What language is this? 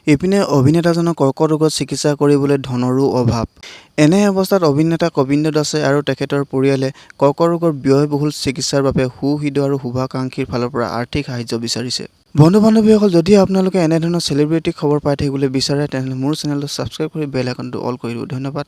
Assamese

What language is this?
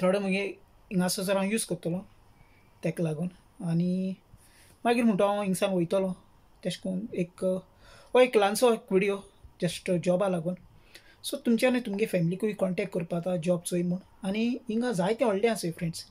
Konkani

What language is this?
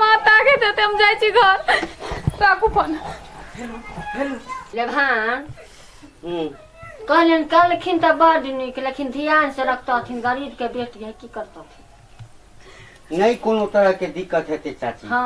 Maithili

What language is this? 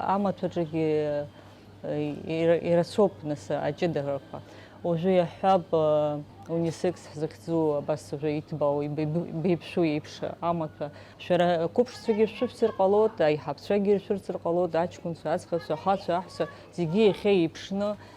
Abkhazian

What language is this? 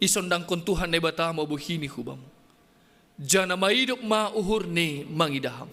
Batak Simalungun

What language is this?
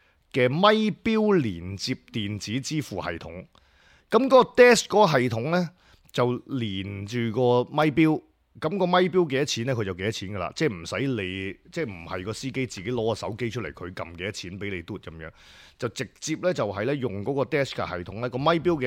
Cantonese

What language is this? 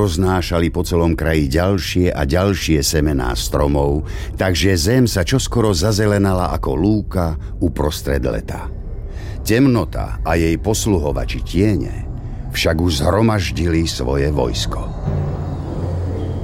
Slovak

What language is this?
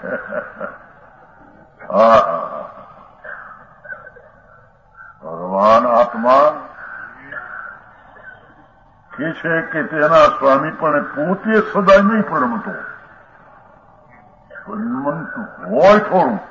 Gujarati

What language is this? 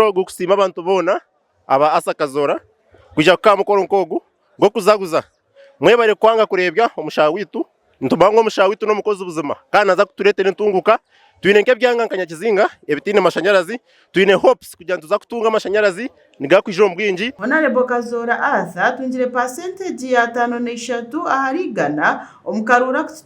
Nyankole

